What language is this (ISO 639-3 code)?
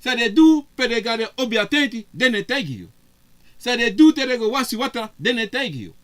srn